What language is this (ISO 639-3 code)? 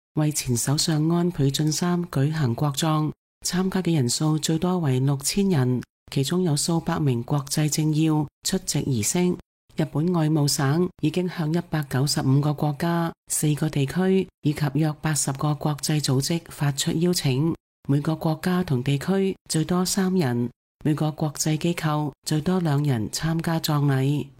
yue